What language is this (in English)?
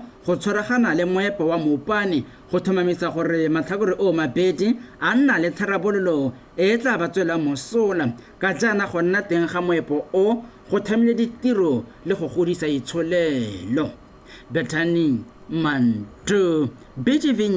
Tswana